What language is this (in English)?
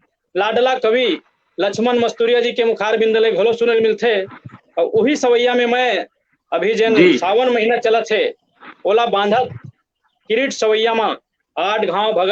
Chhattisgarhi